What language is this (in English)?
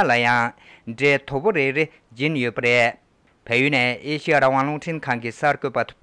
Tibetan